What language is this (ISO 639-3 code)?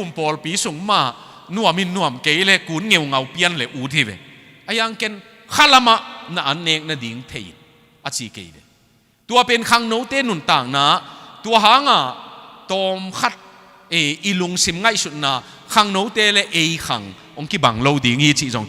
ctd